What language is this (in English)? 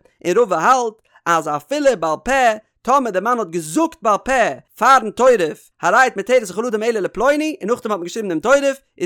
Yiddish